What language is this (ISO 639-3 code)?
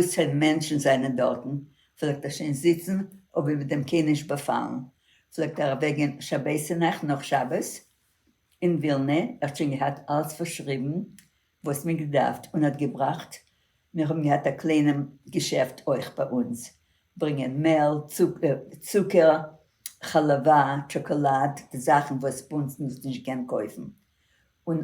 yid